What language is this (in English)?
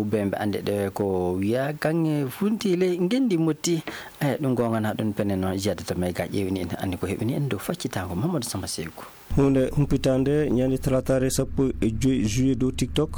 Fula